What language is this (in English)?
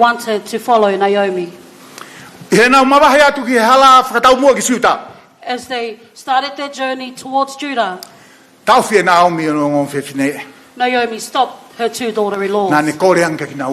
Tongan